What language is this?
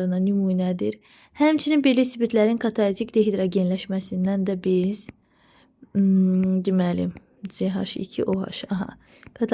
Azerbaijani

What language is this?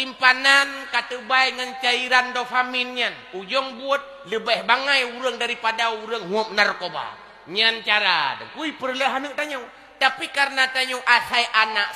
Achinese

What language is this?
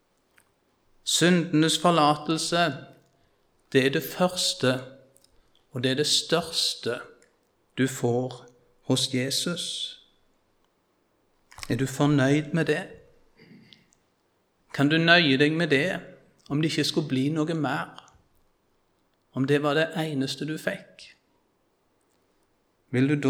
Norwegian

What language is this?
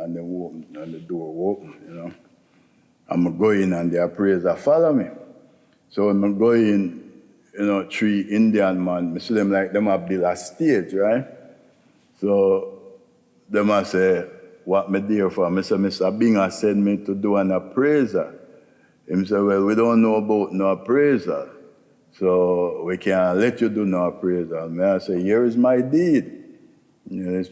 Jamaican Creole English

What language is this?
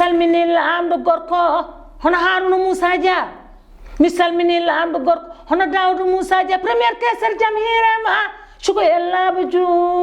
Fula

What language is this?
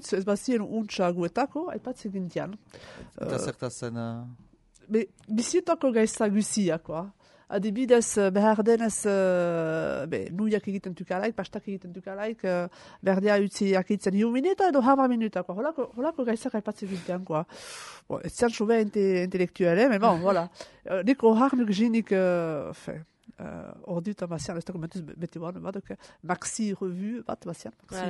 Basque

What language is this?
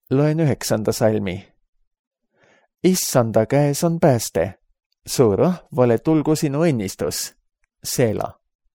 Estonian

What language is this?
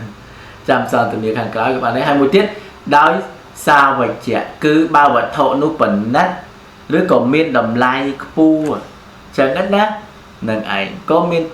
Khmer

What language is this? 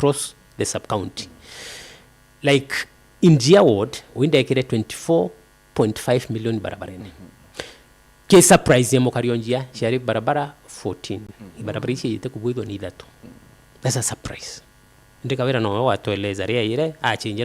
Meru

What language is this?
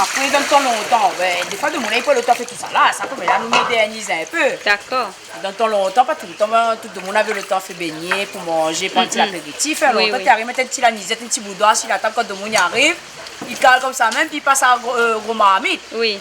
Réunion Creole French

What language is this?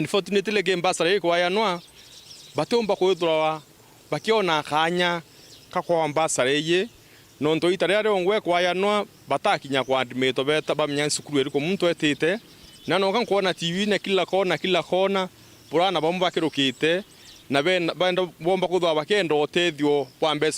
Meru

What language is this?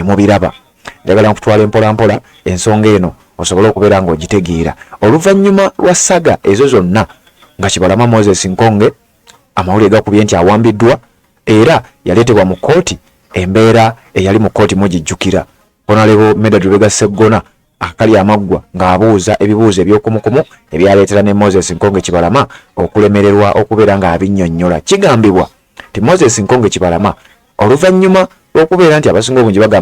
Ganda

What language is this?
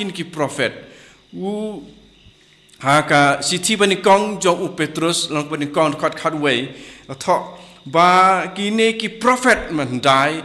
Khasi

